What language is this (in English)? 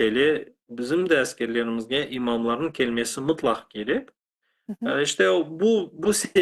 Crimean Tatar